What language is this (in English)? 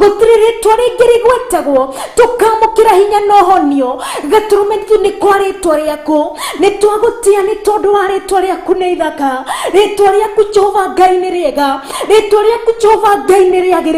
Kikuyu